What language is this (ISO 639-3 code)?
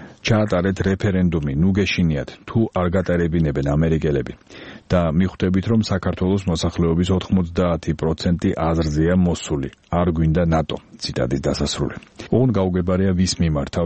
kat